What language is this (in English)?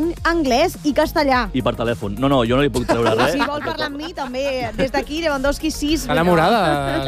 Catalan